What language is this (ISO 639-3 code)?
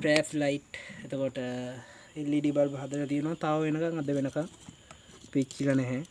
sin